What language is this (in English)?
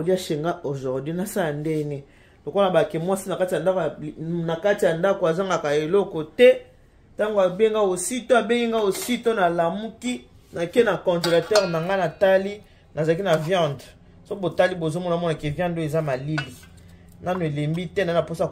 Lingala